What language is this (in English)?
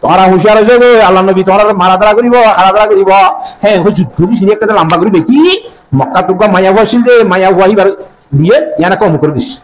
Rohingya